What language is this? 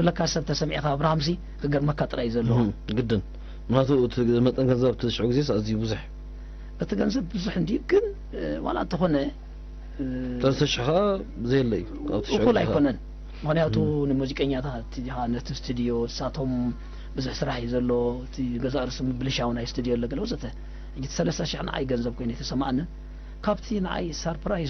Tigrinya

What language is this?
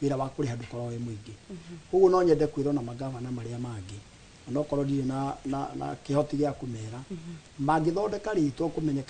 Kikuyu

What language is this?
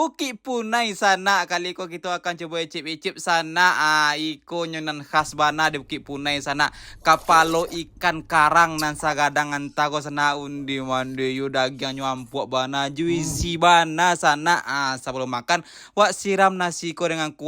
Minangkabau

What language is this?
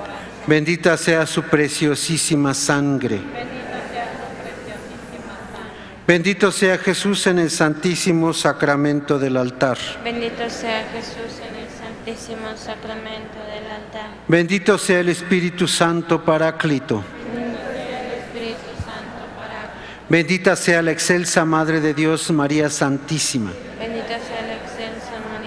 Spanish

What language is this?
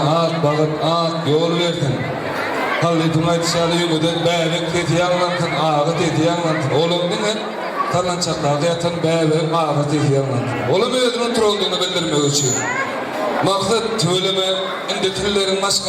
Turkmen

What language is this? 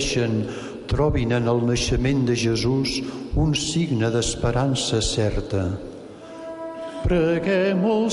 Catalan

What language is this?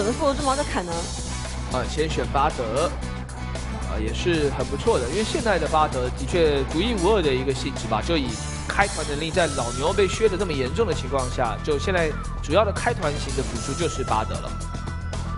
Chinese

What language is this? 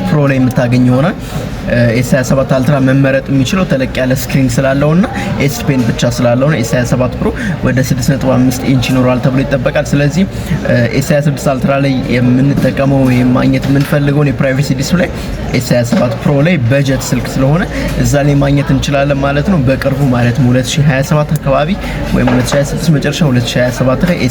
Amharic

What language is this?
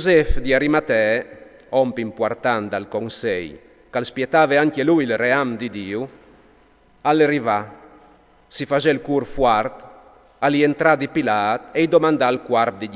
Friulian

